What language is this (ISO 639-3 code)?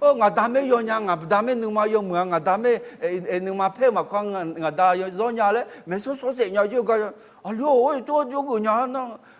ahk